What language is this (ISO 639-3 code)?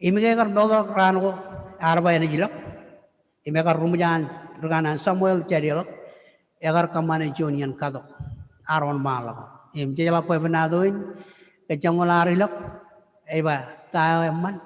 mah